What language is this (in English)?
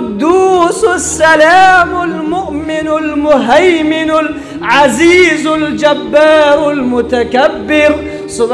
Persian